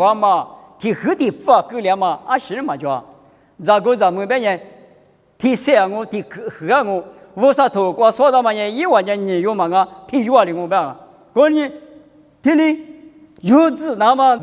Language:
Lisu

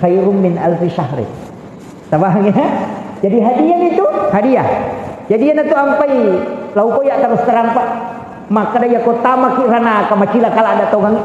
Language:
Buginese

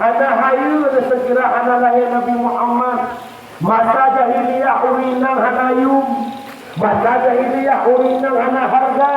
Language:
Achinese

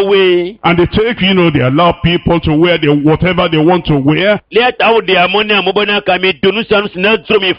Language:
Ewe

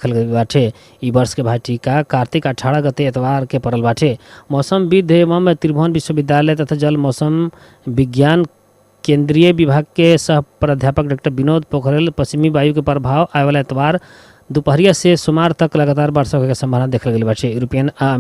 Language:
Bhojpuri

